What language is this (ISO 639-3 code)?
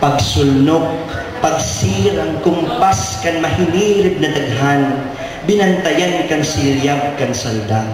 bik